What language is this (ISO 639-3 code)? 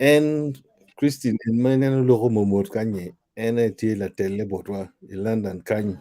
ach